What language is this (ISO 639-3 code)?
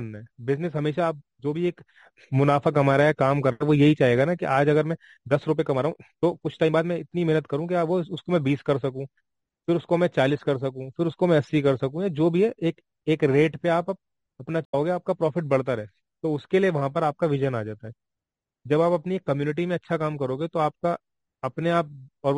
hin